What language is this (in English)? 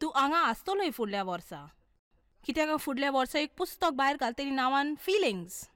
Konkani